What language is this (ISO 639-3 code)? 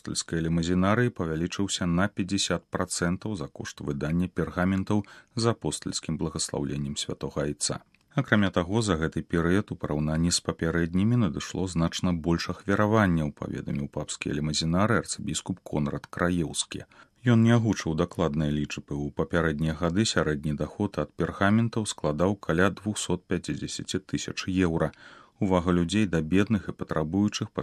bel